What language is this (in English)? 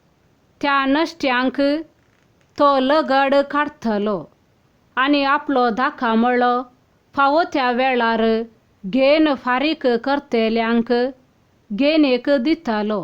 Konkani